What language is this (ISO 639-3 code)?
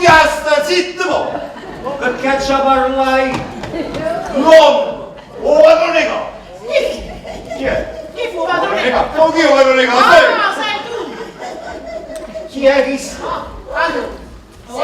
nap